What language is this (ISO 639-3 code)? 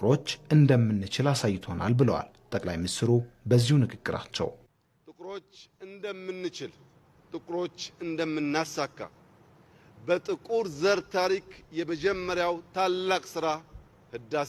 amh